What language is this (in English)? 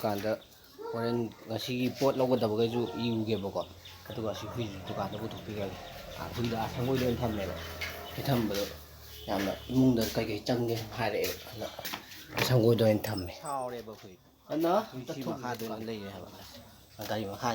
Manipuri